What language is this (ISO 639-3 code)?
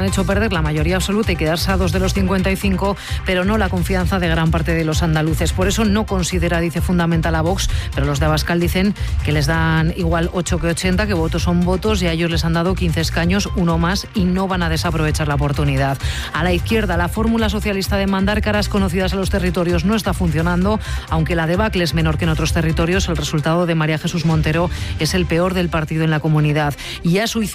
spa